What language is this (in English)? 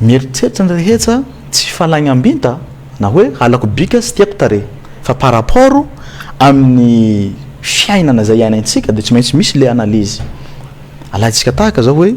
Malagasy